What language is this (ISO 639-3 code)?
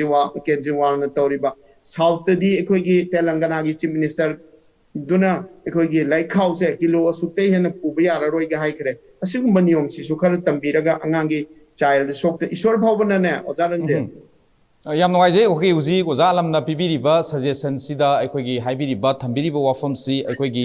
mni